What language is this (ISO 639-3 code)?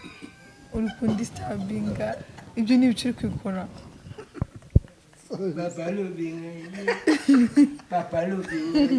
kin